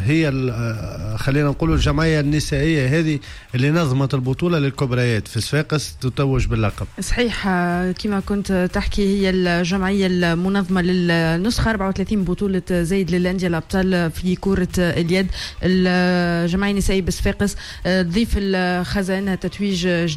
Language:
Tunisian Arabic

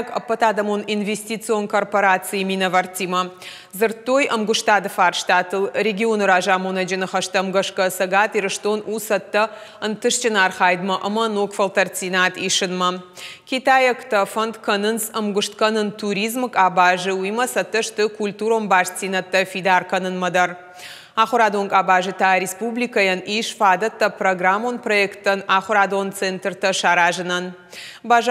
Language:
Ossetic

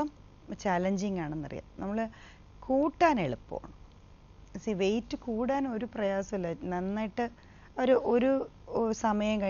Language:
Malayalam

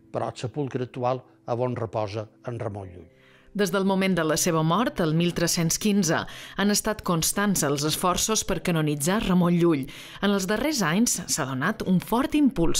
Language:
Catalan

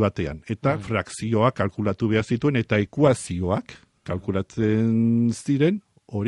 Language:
Basque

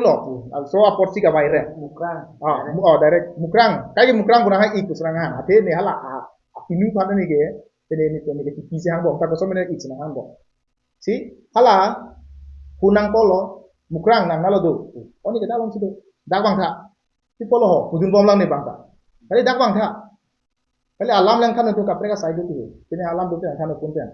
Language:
Karbi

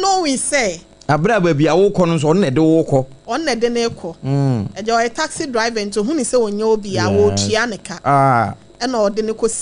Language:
Akan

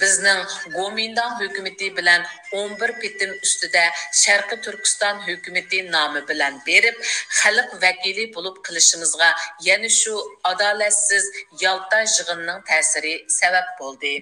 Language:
Uyghur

